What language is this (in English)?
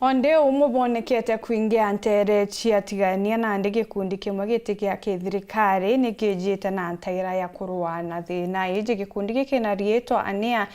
Meru